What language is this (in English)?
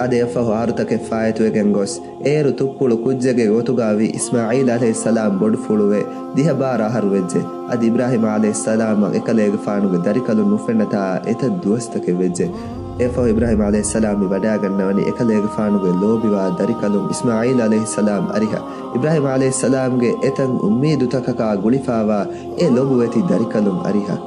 Divehi